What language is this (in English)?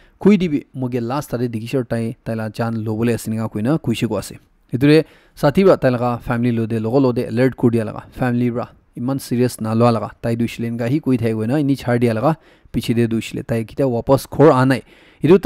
Naga Pidgin